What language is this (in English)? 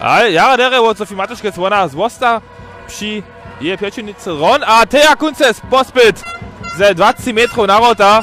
Upper Sorbian